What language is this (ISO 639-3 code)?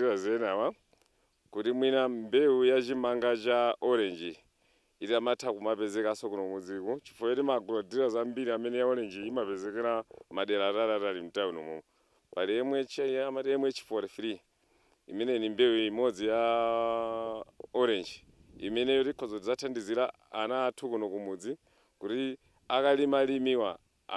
nya